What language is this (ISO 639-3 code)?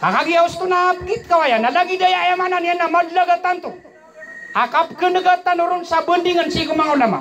mrw